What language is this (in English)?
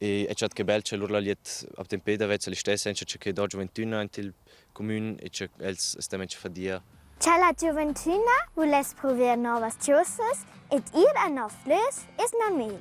Romansh